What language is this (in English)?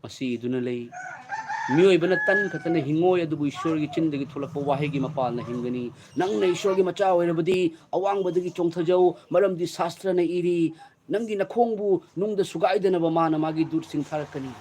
Manipuri